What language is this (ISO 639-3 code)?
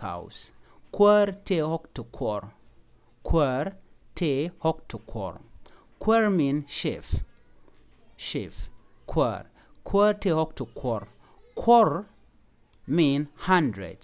nus